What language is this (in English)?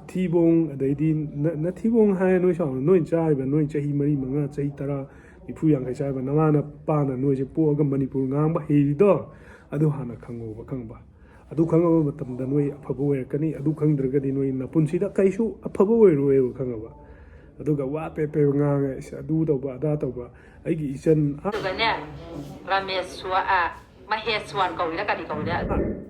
Manipuri